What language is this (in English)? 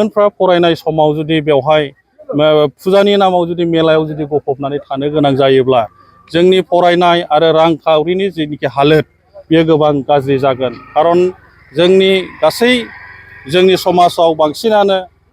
Bodo